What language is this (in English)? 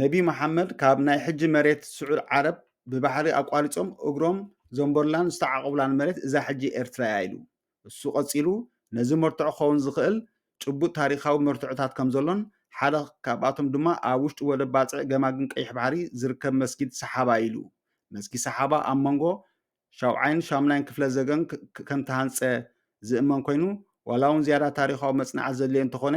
Tigrinya